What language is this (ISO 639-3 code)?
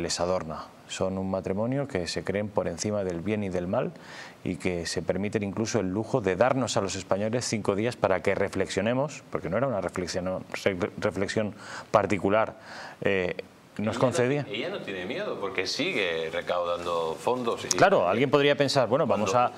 spa